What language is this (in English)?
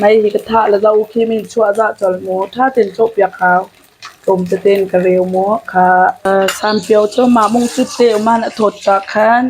Hakha Chin